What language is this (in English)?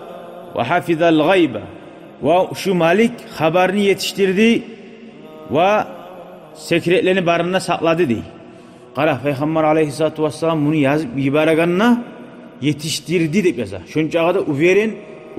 Kumyk